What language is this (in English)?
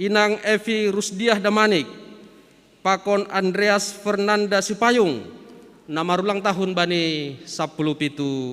Batak Simalungun